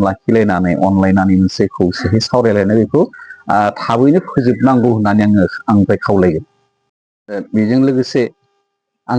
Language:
Bodo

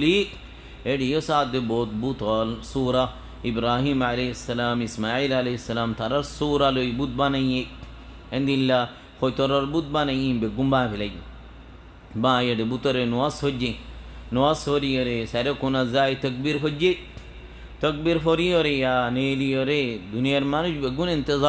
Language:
Rohingya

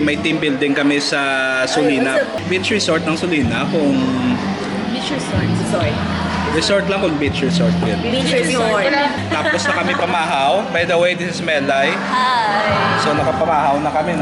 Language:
Hiligaynon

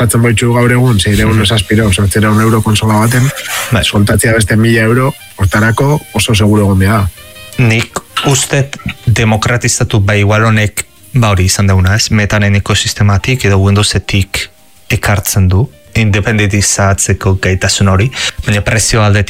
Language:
Basque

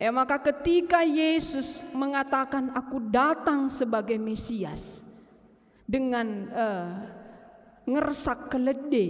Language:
Batak Karo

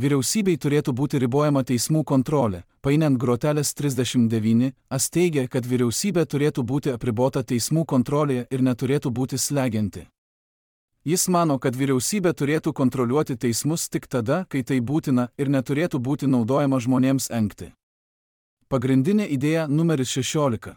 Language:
Lithuanian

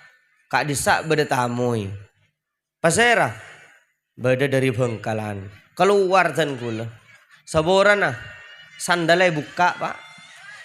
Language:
Madurese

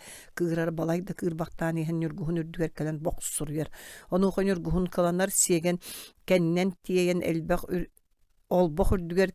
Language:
Yakut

